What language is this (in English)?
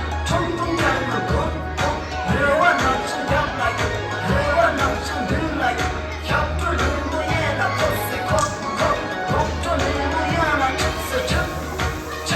Tibetan